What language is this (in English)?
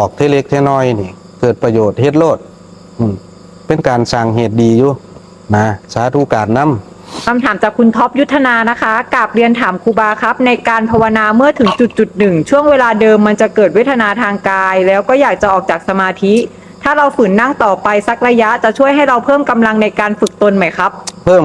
Northeastern Thai